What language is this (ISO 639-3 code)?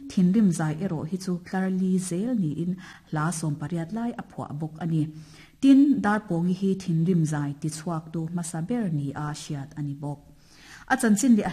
lus